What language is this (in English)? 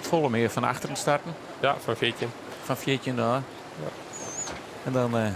Western Frisian